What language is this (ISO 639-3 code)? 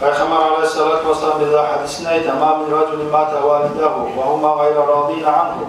kum